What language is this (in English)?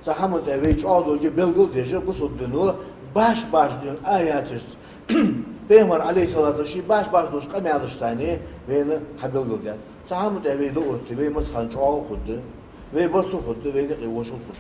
Ingush